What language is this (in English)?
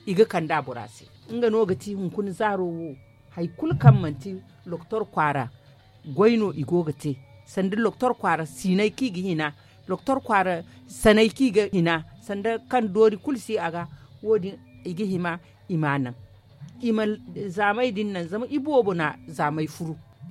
Zarma